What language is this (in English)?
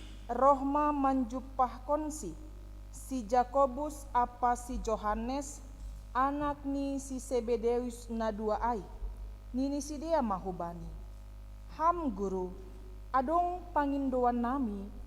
Batak Simalungun